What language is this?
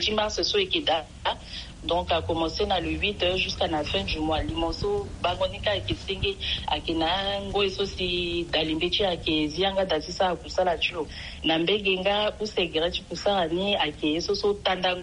Sango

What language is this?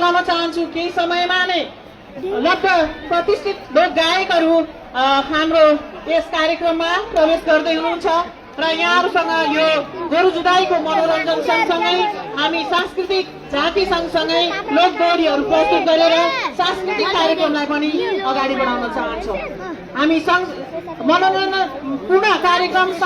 Nepali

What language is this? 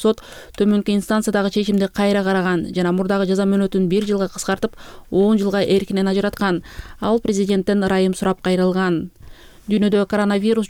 Kyrgyz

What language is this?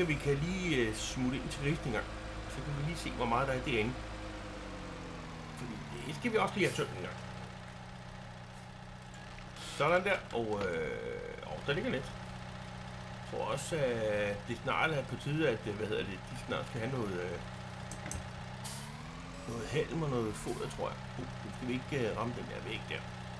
Danish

